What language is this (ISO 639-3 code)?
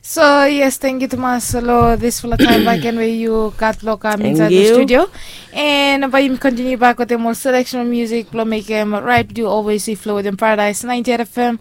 bis